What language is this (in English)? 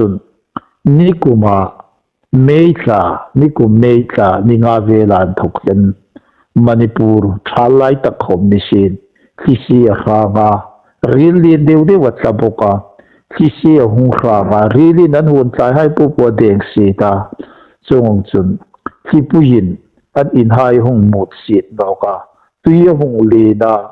Hmar